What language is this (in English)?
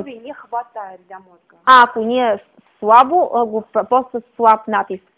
Bulgarian